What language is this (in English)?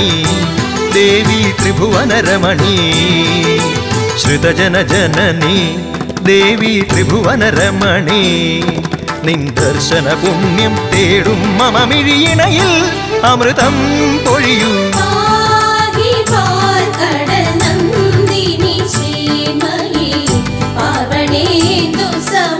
Malayalam